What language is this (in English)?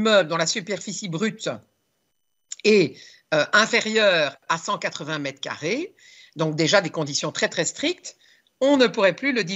French